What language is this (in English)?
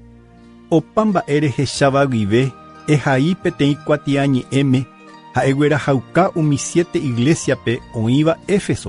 Guarani